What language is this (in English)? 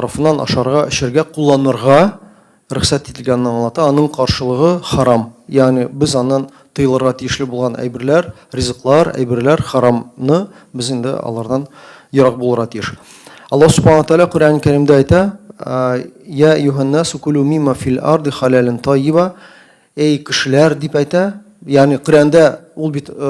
Tatar